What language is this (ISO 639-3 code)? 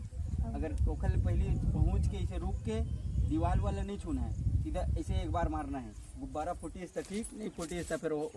hne